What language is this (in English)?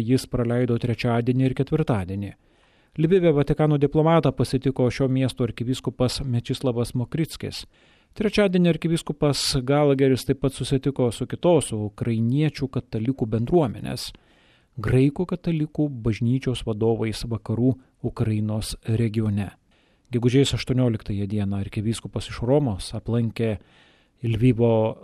Lithuanian